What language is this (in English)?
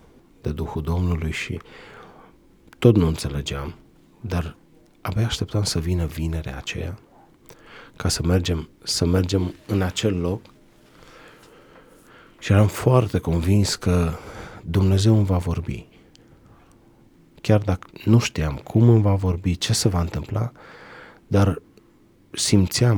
Romanian